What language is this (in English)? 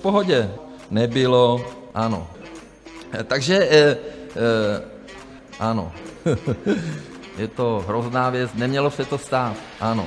Czech